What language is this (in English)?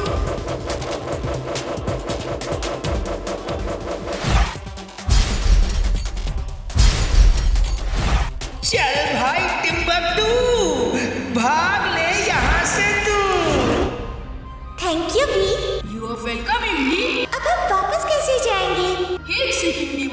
Hindi